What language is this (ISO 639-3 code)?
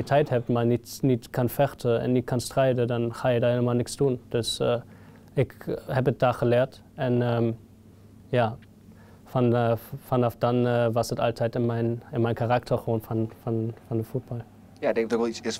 nld